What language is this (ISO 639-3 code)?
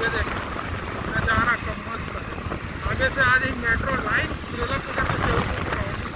hne